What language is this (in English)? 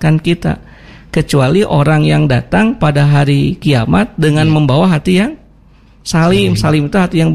Indonesian